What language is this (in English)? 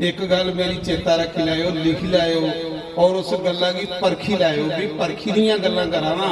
Dogri